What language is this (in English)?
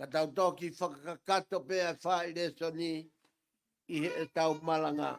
Tongan